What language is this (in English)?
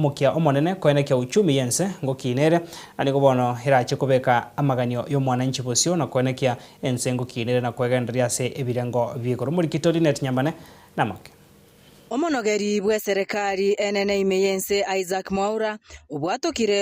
Gusii